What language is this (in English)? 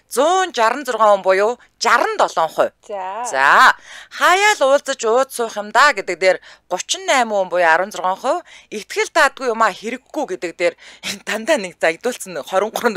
Mongolian